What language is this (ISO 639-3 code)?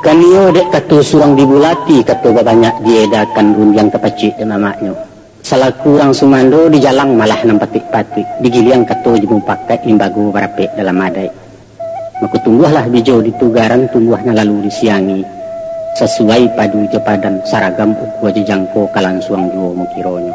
min